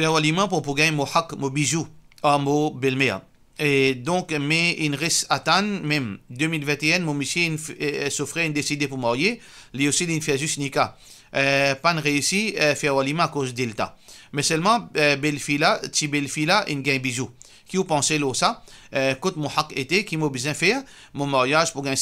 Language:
Morisyen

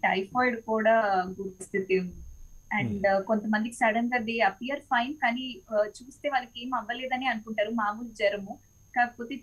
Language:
Telugu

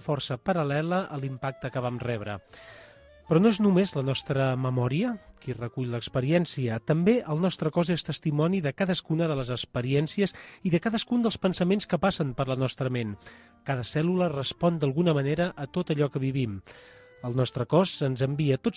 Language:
Catalan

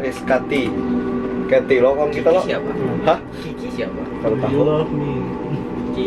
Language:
Banjar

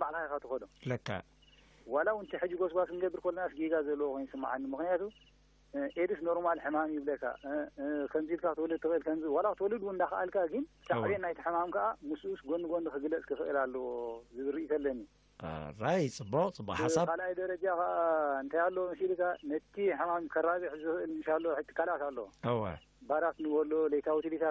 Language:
Tigrinya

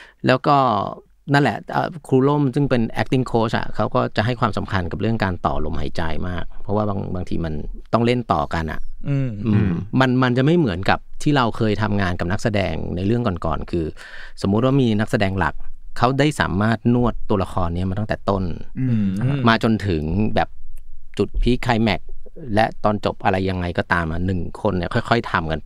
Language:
Thai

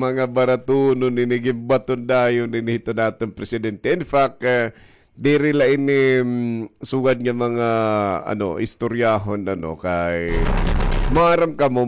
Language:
Waray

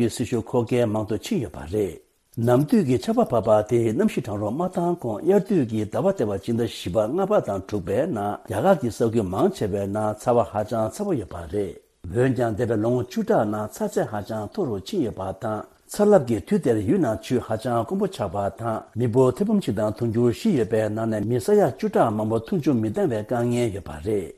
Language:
Tibetan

